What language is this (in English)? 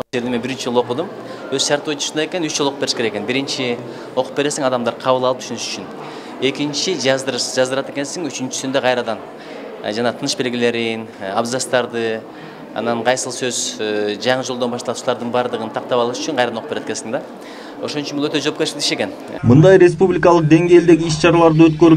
Kyrgyz